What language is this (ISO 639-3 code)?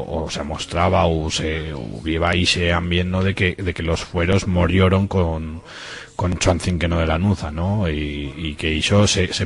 arg